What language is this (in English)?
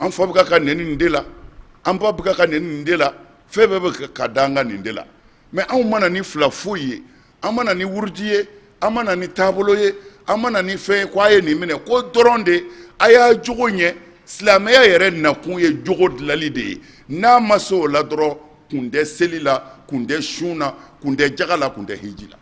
Bambara